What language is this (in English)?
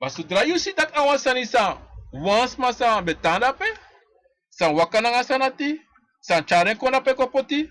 Sranan Tongo